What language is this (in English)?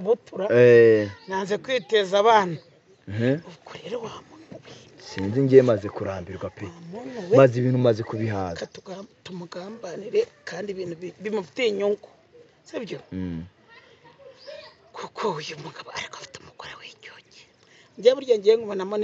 Kinyarwanda